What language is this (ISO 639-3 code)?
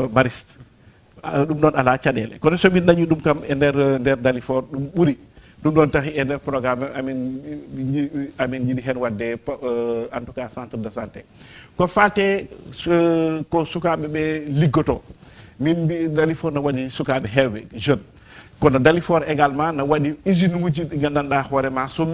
ful